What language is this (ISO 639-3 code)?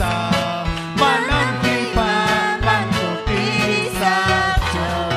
quy